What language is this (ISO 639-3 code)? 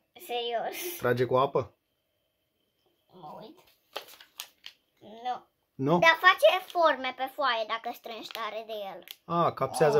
ron